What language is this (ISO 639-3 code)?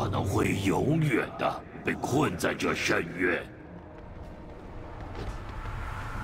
zho